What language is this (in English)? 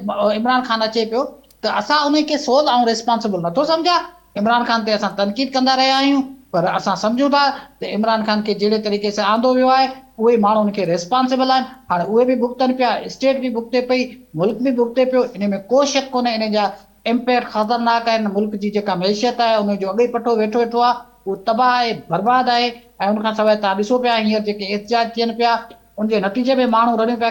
Sindhi